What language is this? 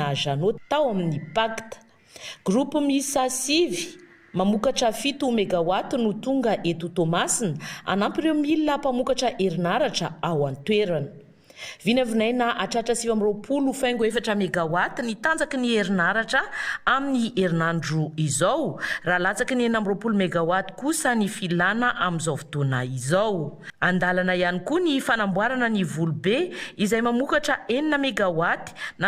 Malagasy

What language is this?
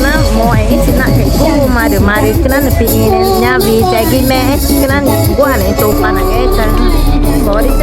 Ticuna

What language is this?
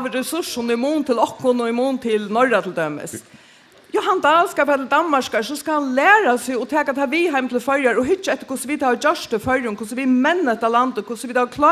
Faroese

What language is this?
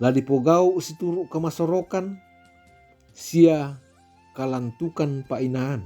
Toraja-Sa'dan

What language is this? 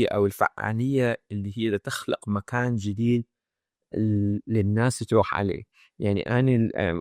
Mesopotamian Arabic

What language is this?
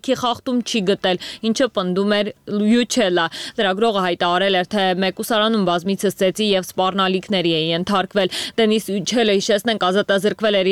Armenian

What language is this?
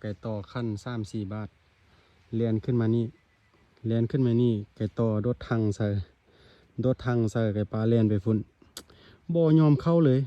Lao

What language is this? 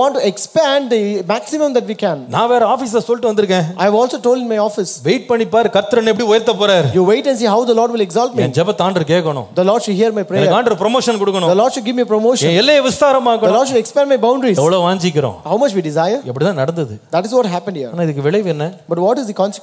Tamil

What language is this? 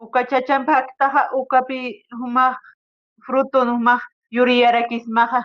Aymara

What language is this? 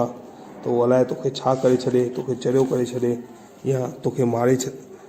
Sindhi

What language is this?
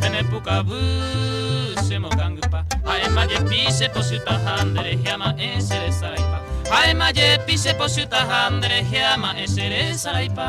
Guarani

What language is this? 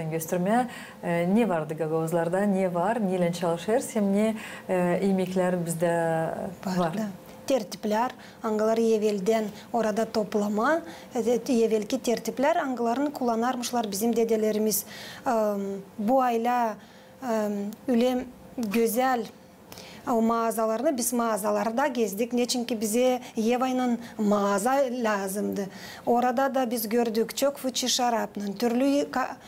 Gagauz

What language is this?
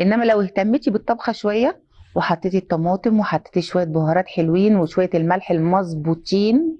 Egyptian Arabic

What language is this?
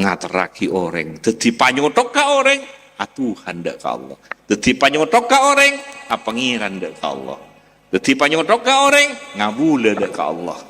Madurese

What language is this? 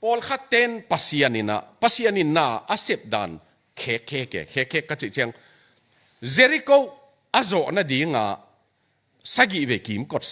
Tedim Chin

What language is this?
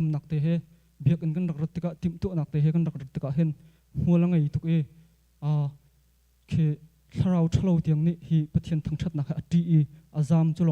Hakha Chin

